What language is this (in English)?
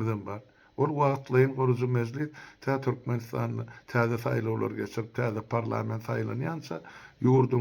Turkmen